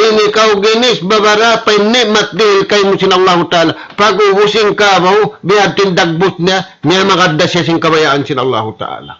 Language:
Tausug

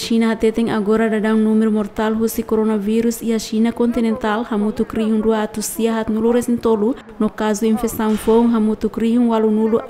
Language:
Tetum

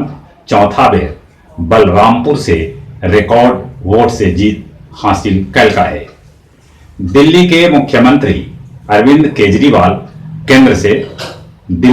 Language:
Magahi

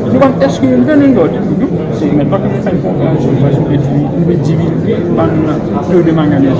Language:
Morisyen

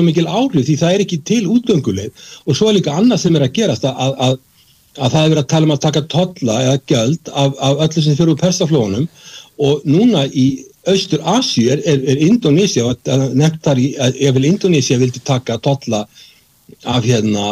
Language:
Icelandic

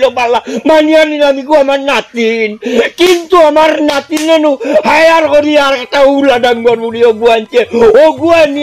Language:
Sylheti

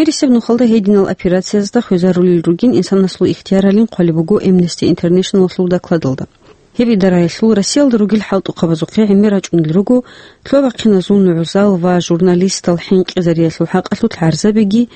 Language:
Avaric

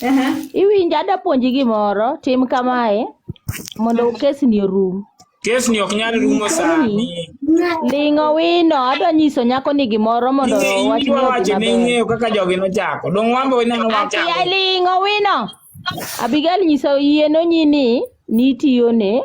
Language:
Luo (Kenya and Tanzania)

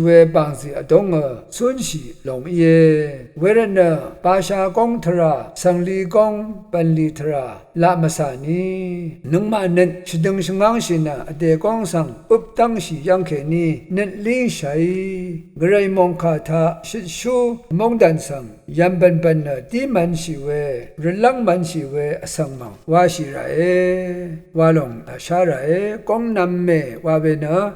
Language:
Rawang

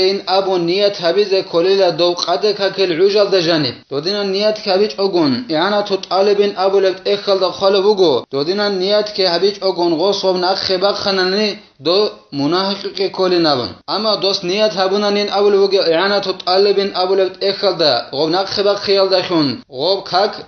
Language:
Avaric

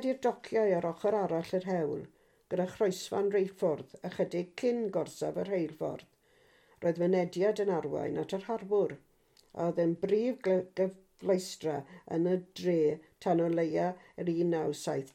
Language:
Welsh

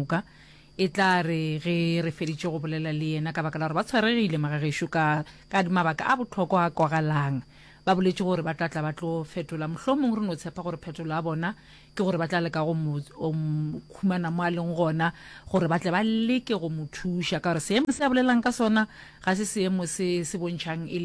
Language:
Northern Sotho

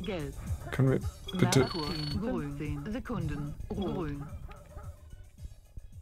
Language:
German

